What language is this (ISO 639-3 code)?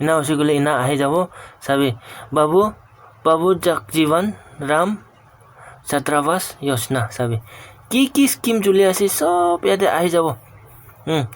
nag